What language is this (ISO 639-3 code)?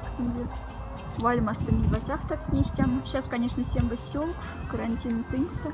mdf